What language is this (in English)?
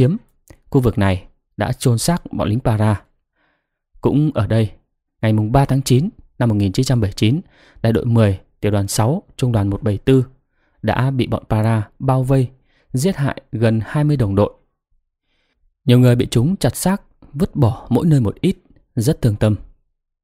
Vietnamese